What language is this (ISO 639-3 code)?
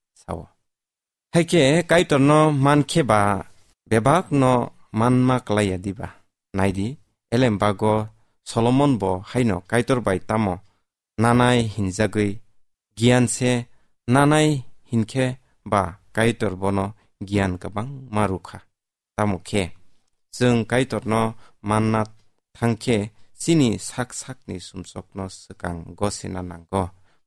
trp